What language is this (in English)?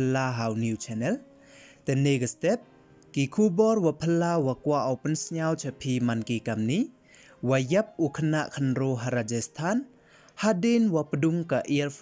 Pnar